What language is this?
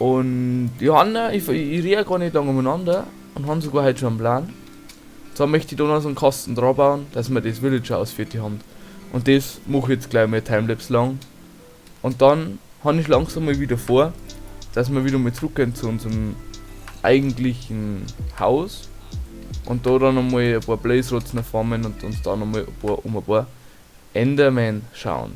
Bavarian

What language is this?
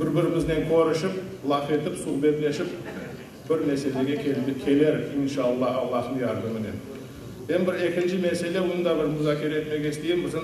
Crimean Tatar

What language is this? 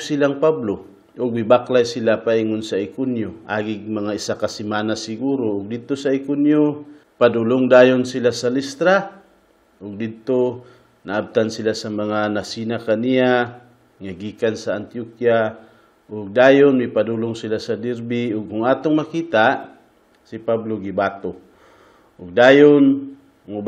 Cebuano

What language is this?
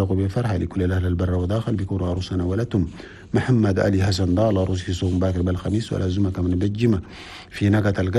Chadian Arabic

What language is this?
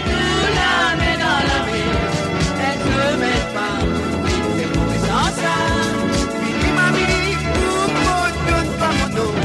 Morisyen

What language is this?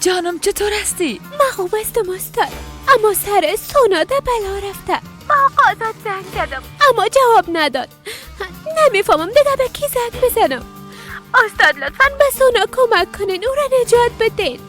Persian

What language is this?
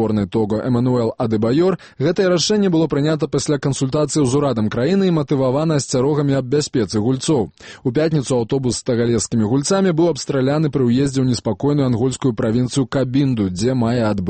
Belarusian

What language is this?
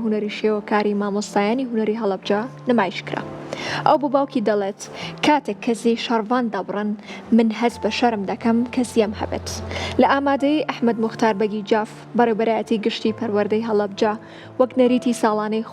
Central Kurdish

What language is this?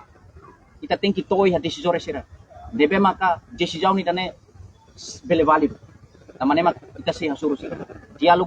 Tetum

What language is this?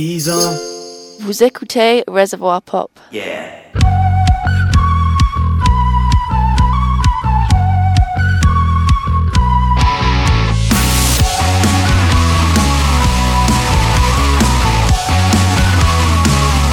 French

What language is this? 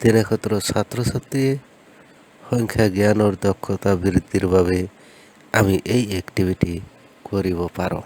Assamese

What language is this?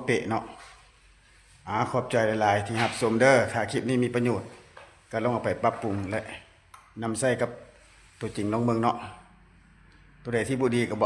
Lao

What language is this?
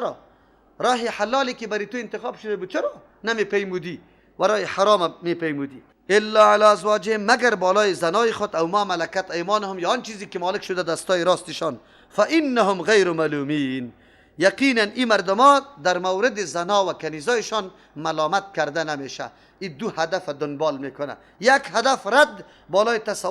Persian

